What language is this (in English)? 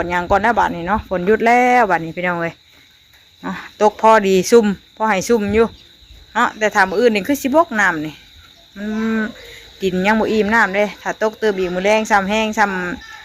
Northeastern Thai